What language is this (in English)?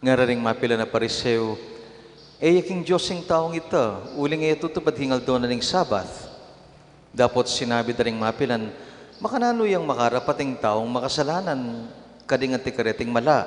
Pampanga